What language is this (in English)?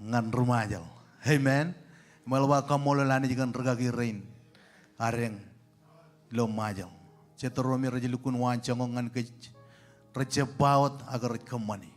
Marshallese